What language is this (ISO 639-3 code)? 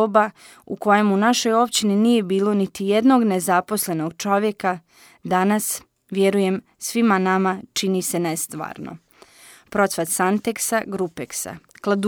hrv